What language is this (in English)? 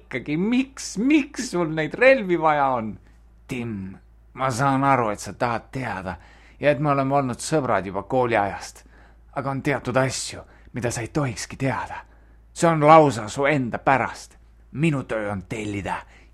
Estonian